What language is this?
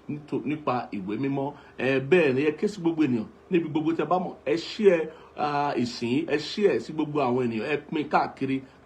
Yoruba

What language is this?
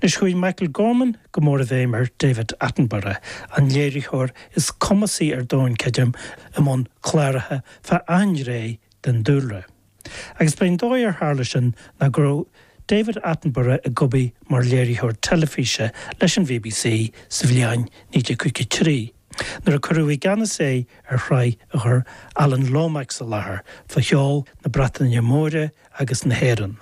Irish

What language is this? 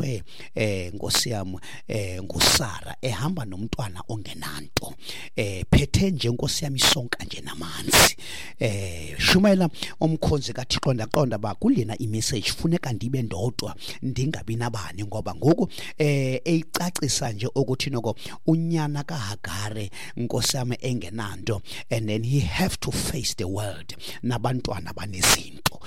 Xhosa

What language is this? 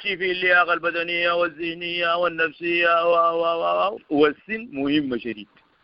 Sudanese Arabic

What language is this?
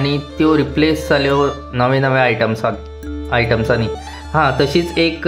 Konkani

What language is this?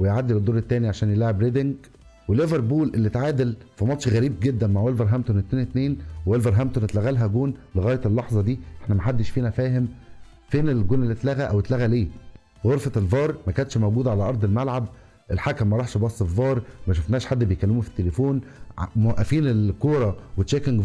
Egyptian Arabic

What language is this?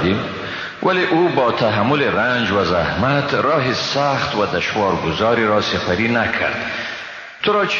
Persian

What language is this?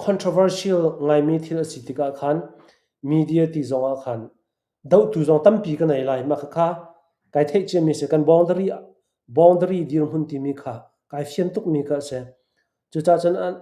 Hakha Chin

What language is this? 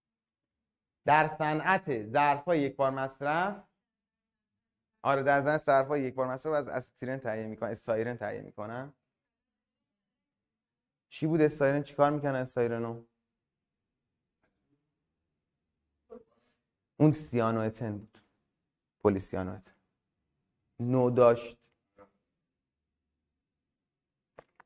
Persian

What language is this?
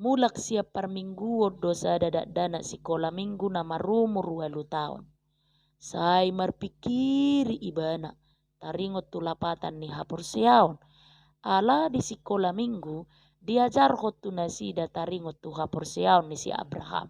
Batak Toba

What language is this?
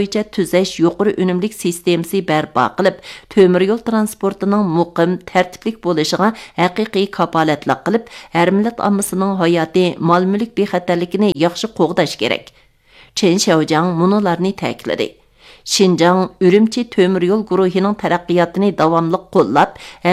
Uyghur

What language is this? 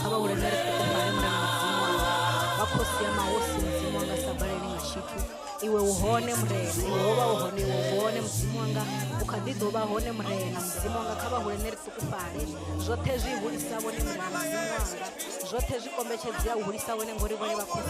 Venda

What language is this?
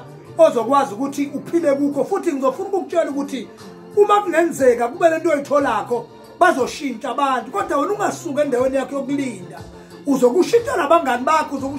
Zulu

